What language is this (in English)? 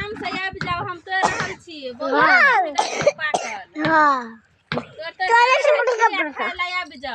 Maithili